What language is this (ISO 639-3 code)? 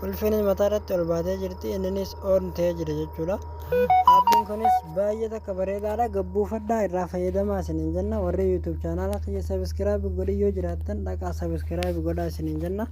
orm